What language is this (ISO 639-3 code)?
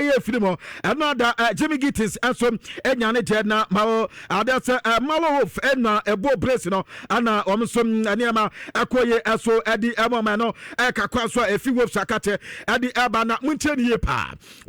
aka